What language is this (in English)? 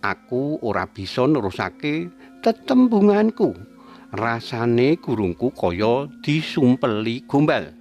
Javanese